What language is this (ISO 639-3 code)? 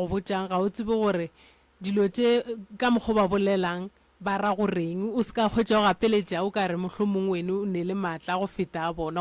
nso